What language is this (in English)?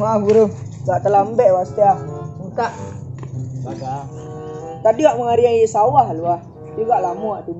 Minangkabau